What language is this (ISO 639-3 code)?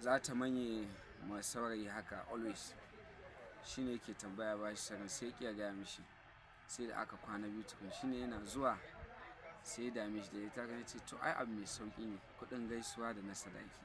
hau